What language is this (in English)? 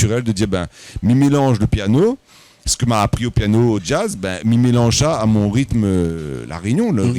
Réunion Creole French